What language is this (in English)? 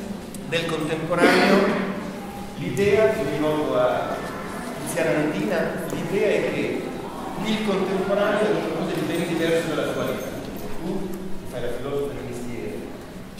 Italian